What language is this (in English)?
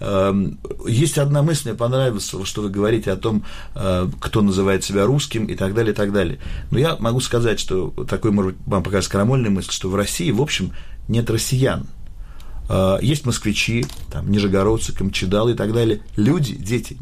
Russian